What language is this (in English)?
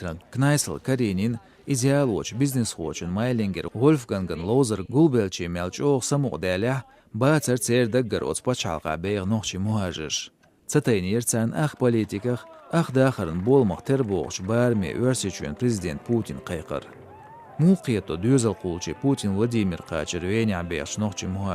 Chechen